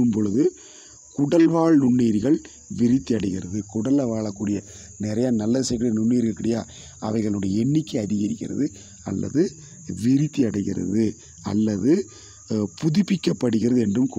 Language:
Tamil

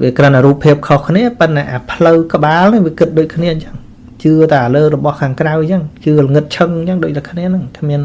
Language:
Khmer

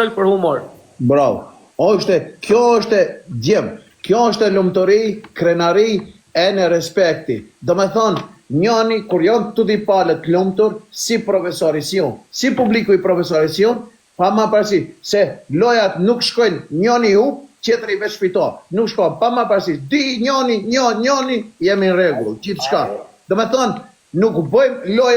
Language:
Albanian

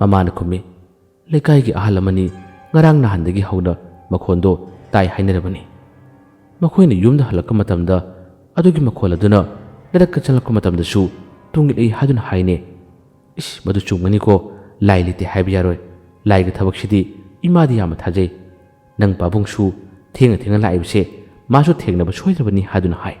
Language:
Manipuri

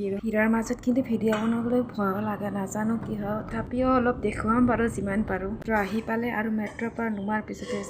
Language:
Assamese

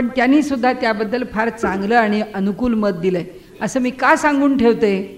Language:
Marathi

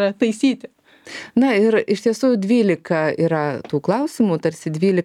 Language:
Lithuanian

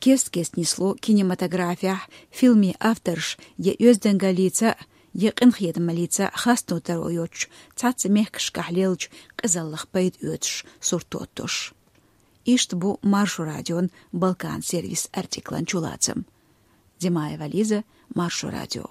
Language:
Chechen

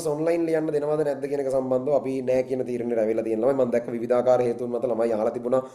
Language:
Sinhala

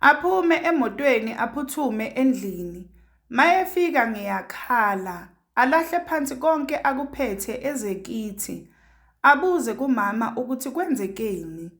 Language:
Zulu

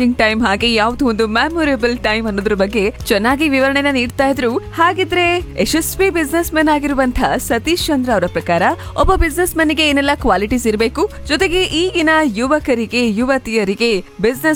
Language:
Kannada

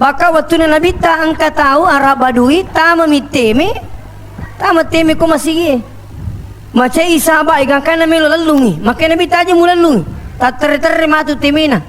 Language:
Buginese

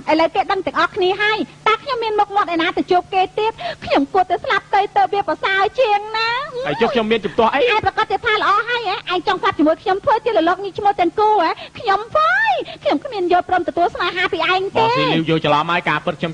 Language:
Khmer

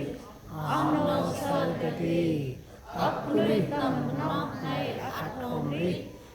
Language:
Central Mnong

